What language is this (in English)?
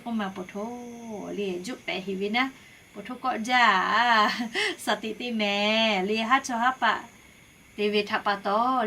Lahu